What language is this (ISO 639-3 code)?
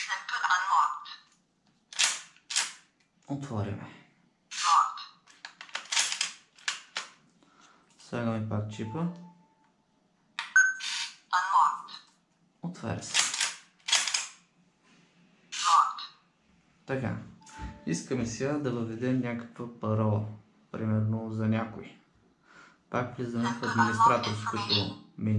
bul